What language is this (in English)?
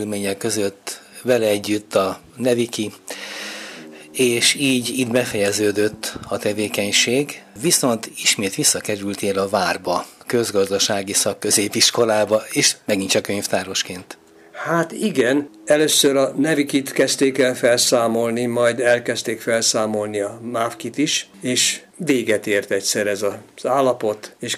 Hungarian